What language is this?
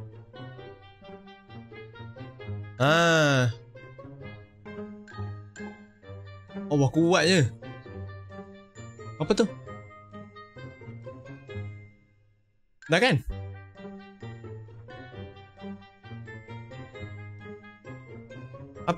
Malay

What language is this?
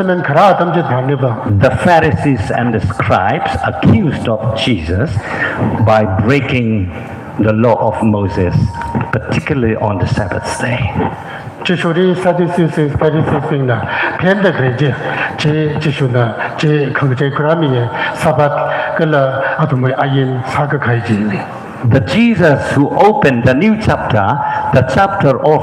Tangkhul Naga (India)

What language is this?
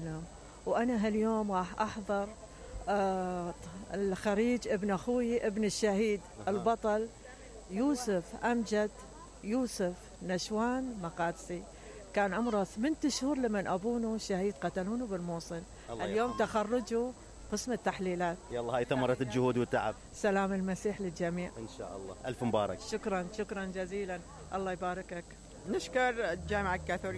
Mesopotamian Arabic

